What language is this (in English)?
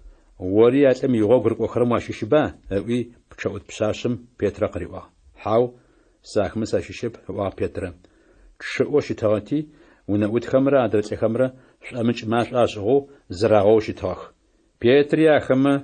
Adyghe